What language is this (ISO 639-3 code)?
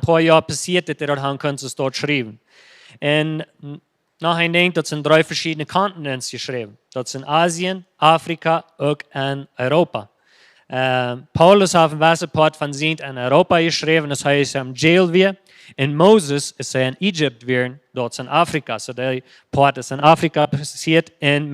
pdt